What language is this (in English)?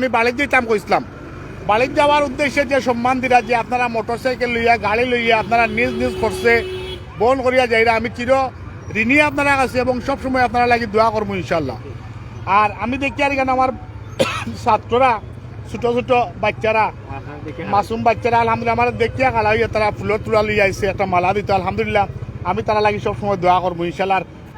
Sylheti